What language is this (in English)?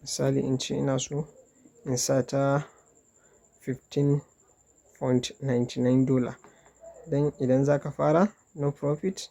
Hausa